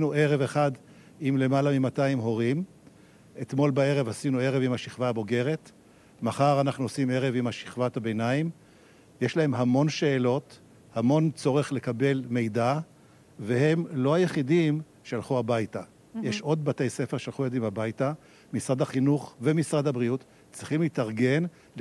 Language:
Hebrew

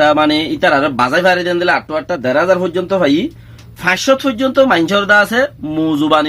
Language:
Rohingya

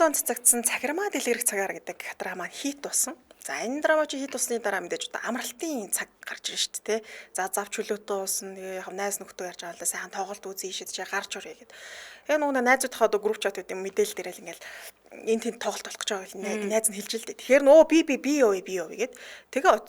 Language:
Mongolian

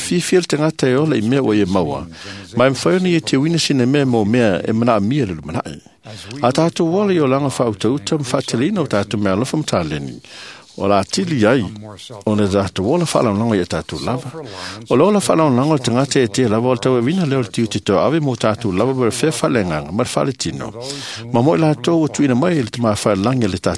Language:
Samoan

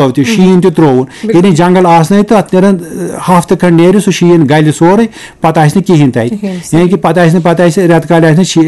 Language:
Kashmiri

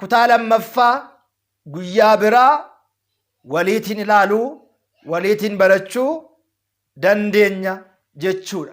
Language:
Oromo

